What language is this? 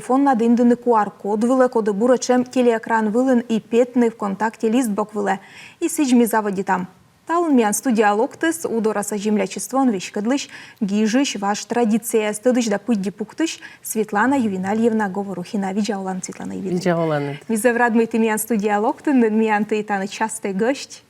Komi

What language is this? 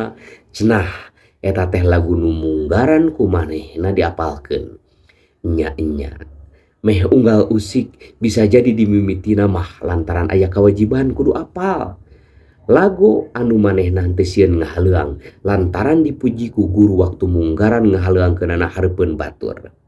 Sundanese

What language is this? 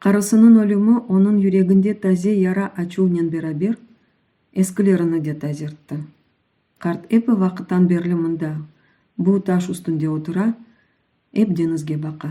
Crimean Tatar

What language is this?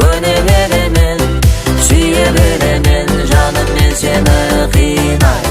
Kara-Kalpak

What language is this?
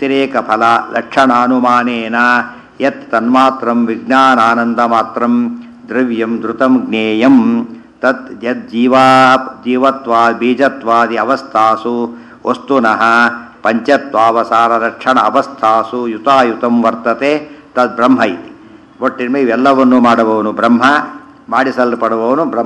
Kannada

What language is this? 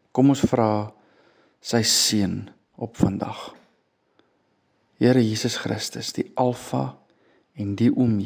Afrikaans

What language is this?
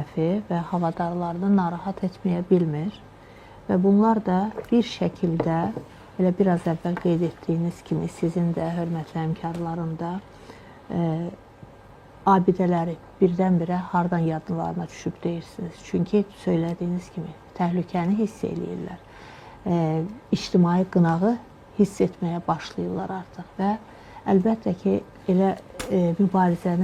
Azerbaijani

